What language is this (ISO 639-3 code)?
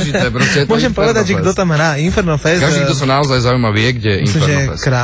slk